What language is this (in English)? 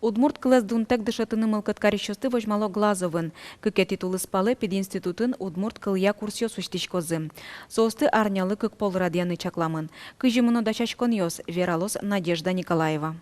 Udmurt